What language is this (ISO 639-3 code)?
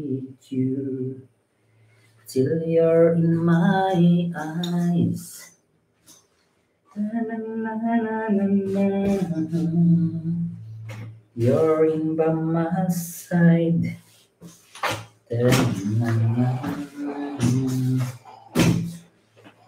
fil